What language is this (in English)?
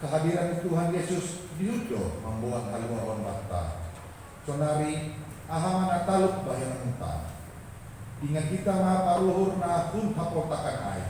Batak Simalungun